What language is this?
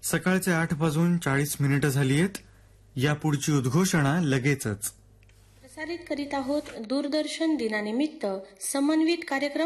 Marathi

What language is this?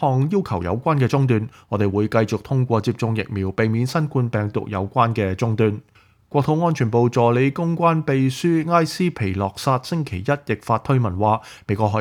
Cantonese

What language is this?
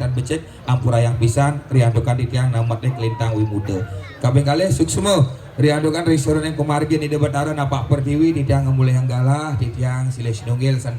Balinese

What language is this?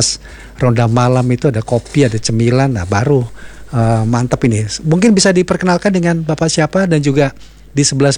Indonesian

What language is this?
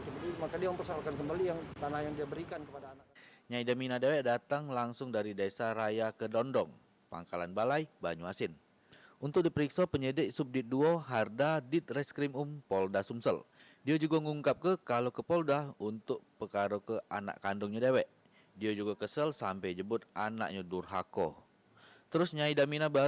Musi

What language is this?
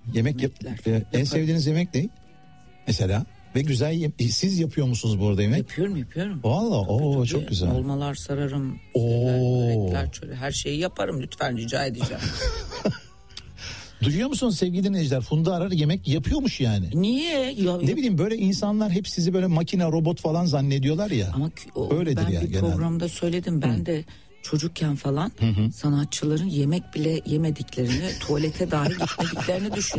Turkish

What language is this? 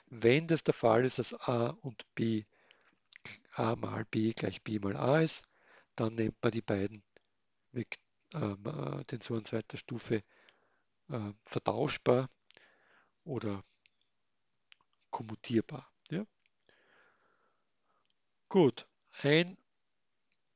German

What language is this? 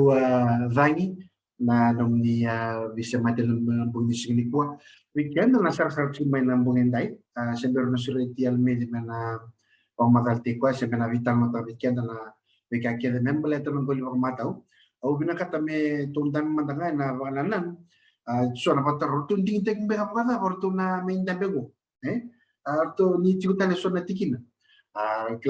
Fijian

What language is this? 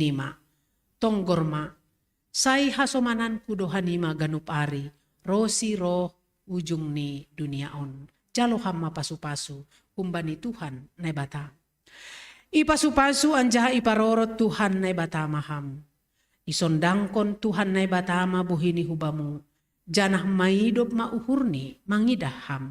Batak Simalungun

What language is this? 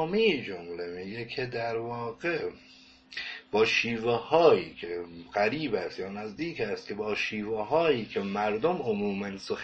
Persian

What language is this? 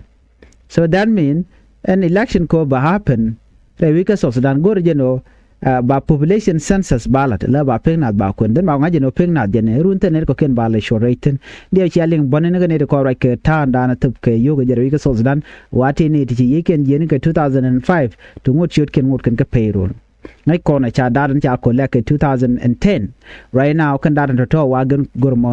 Nuer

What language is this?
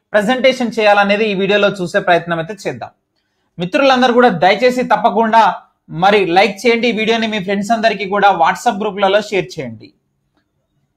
Telugu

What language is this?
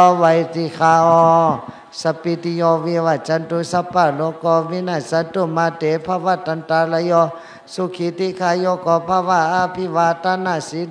Shan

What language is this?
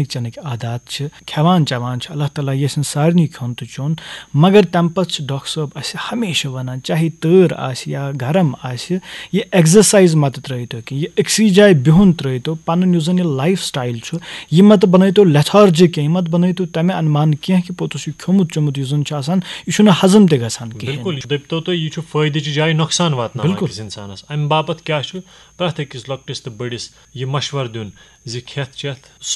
Kashmiri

